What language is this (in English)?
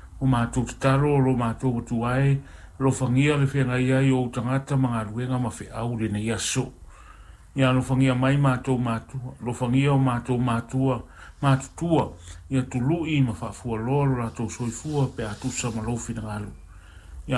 Samoan